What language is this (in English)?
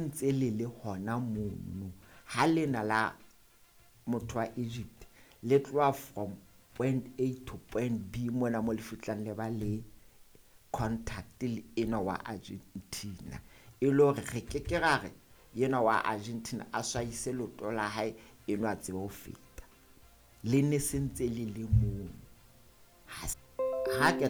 Southern Sotho